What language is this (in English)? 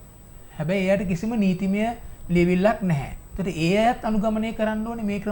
Sinhala